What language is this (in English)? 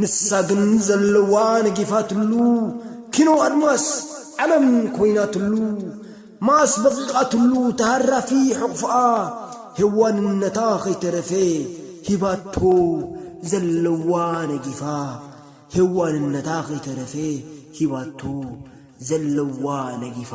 Tigrinya